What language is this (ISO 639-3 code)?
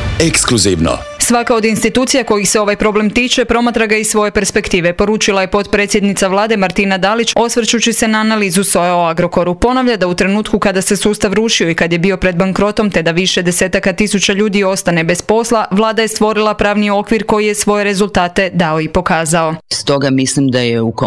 hrv